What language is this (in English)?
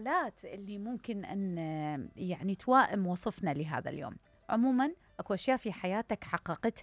Mesopotamian Arabic